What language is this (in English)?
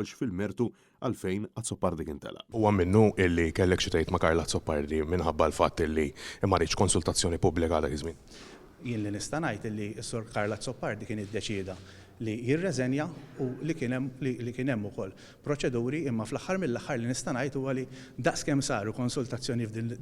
Maltese